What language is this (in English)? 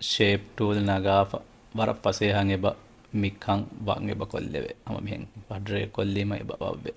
Divehi